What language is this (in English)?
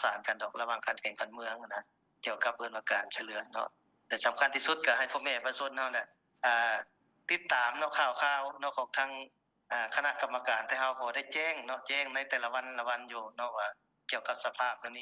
Lao